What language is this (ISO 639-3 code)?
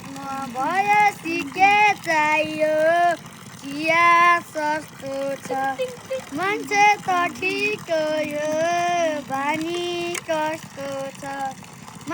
nep